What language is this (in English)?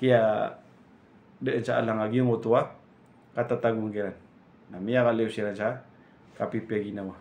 Maranao